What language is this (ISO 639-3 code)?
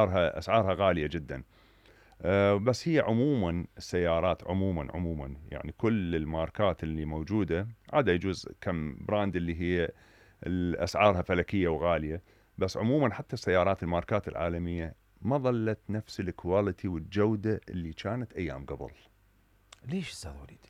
acm